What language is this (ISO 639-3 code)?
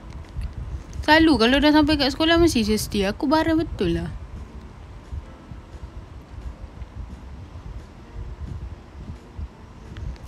msa